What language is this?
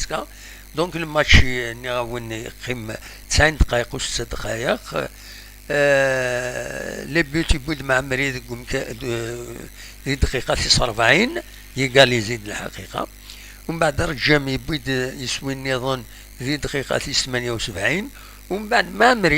Kabyle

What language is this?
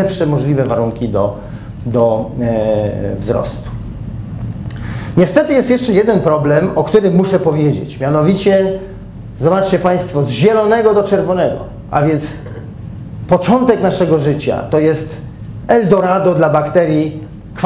Polish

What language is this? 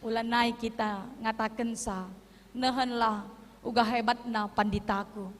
Batak Karo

